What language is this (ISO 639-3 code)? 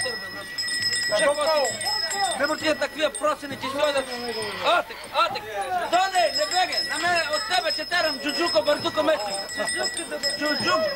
bul